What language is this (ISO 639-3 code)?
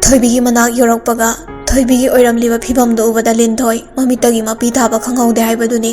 mni